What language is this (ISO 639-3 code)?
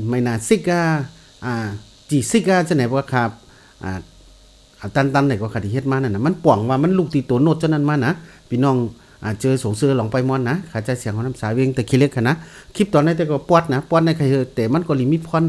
shn